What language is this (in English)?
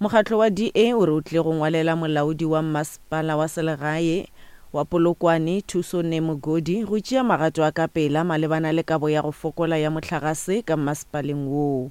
Northern Sotho